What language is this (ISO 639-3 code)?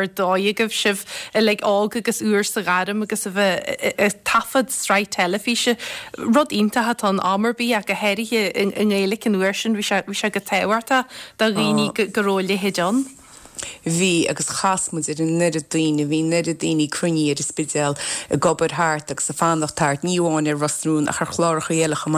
gle